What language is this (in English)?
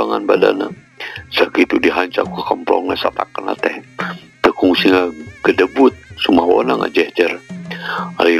Sundanese